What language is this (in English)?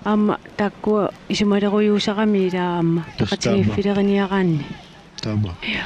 Kalaallisut